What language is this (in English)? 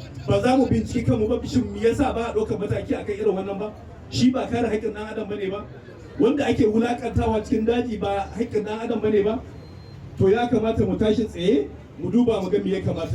Hausa